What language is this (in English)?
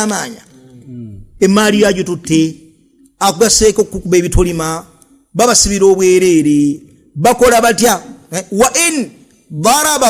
Ganda